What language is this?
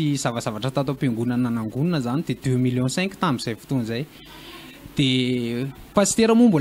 Malagasy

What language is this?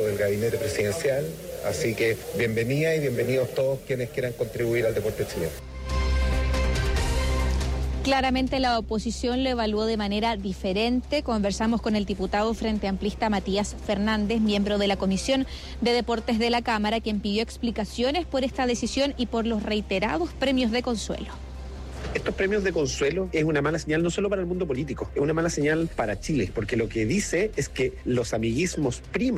Spanish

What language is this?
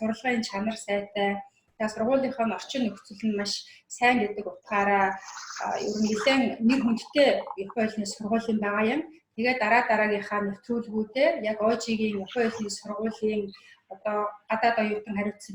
Mongolian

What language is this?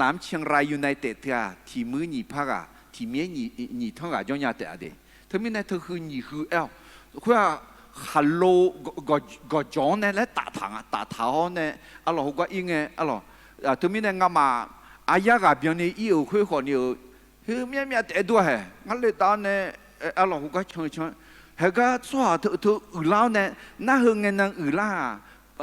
Akha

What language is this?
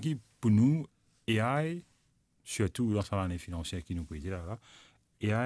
Morisyen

